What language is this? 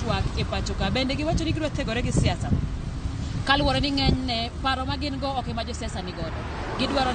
Luo (Kenya and Tanzania)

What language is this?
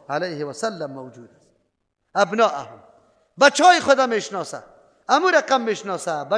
Persian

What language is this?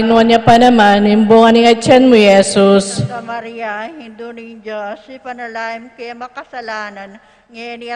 Pampanga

